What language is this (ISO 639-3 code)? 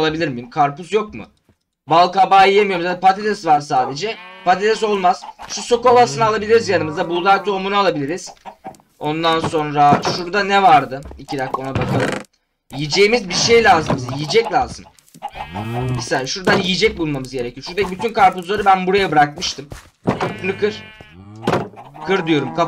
tur